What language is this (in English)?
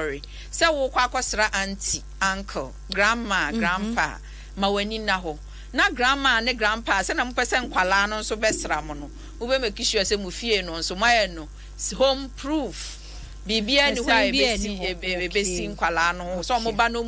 Akan